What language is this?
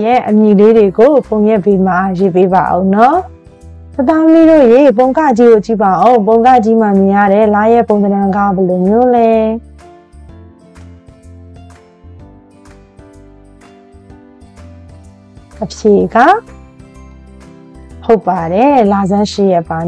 Burmese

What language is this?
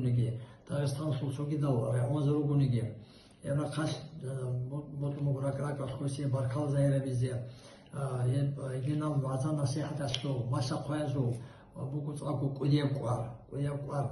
Avaric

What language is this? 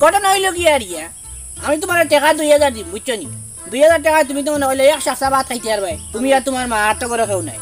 Sylheti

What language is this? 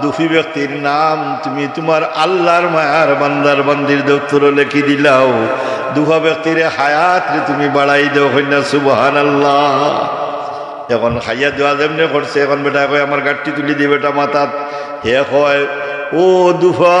Sylheti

